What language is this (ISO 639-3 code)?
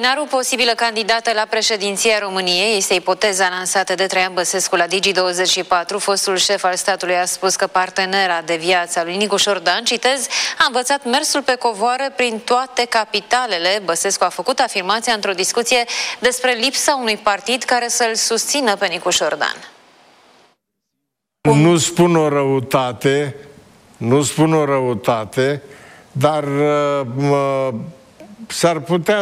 ron